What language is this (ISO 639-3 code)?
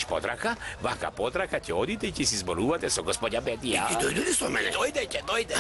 mkd